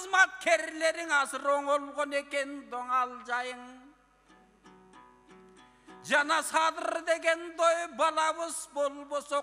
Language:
Kyrgyz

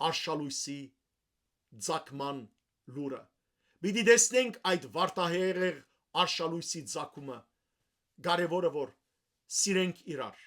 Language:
Western Armenian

